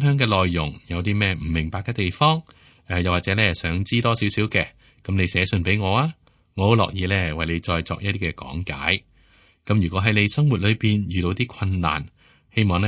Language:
Cantonese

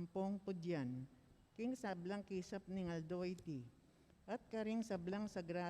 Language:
Pampanga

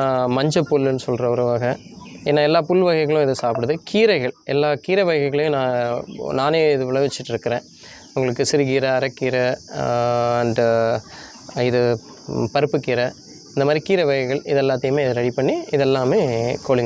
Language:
Tamil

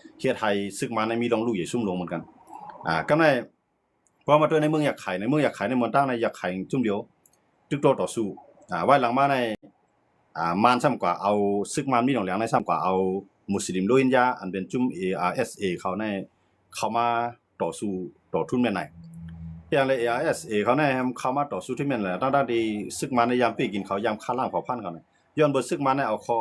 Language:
Shan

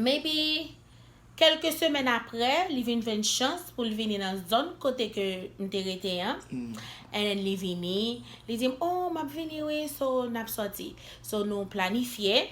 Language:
Haitian Creole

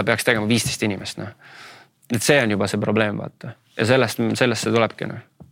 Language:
Estonian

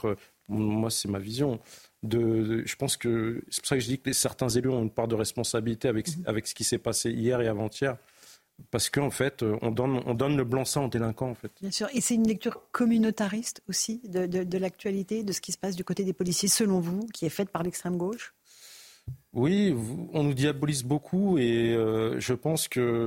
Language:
French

